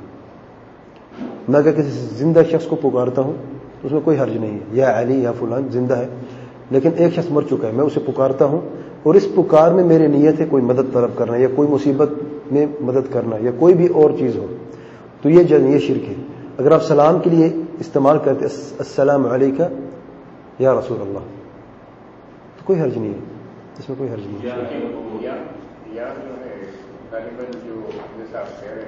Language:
Urdu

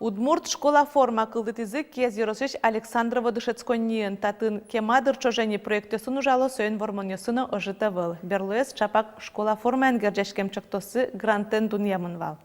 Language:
Udmurt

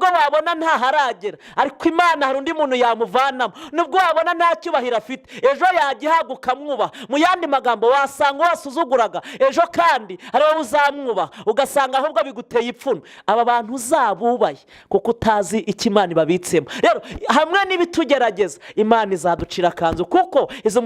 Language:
Kinyarwanda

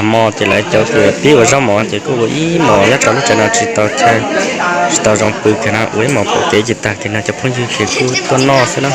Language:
Hmong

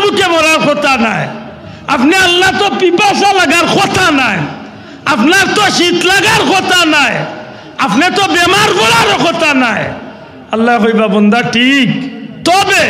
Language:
Sylheti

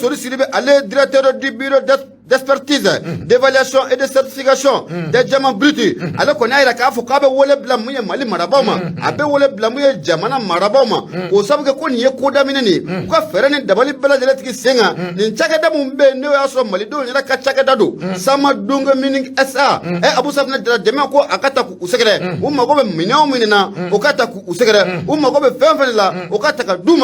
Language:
Bambara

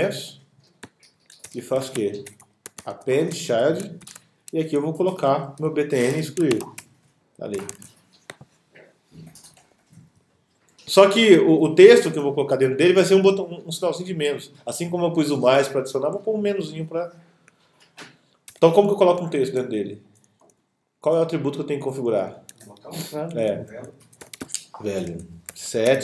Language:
Portuguese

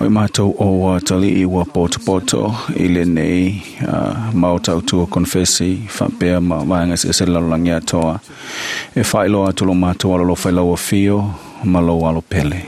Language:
Samoan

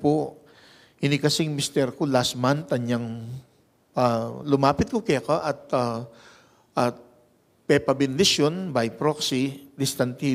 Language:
Pampanga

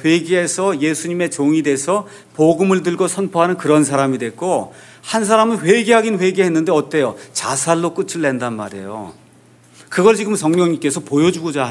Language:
Korean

